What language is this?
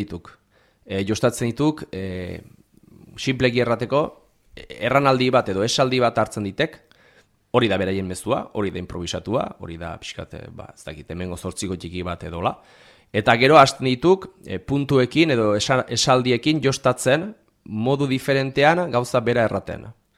Basque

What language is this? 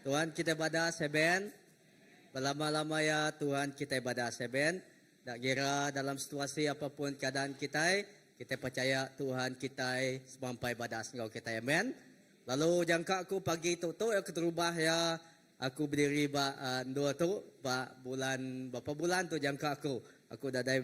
Iban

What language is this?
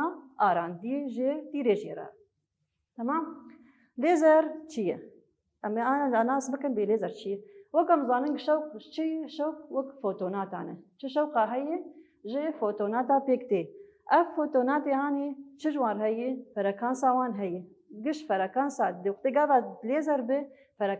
Kurdish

